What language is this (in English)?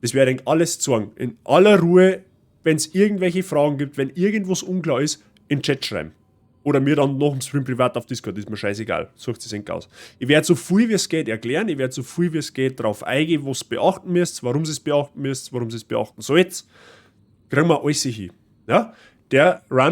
Bavarian